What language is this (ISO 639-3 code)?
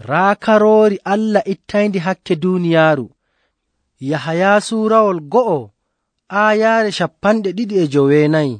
fuv